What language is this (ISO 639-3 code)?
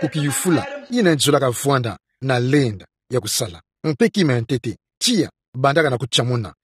ktu